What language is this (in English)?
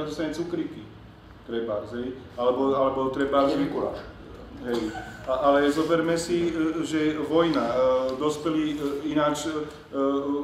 Slovak